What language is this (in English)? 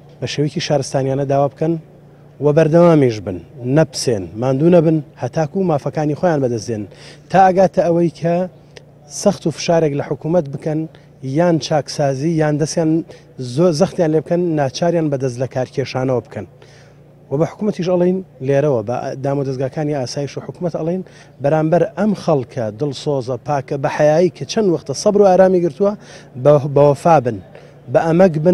Central Kurdish